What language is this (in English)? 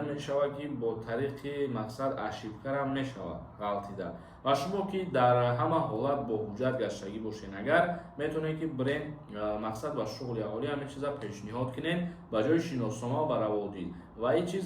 Tajik